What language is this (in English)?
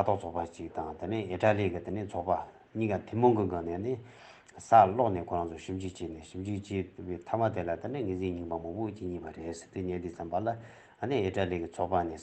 Tibetan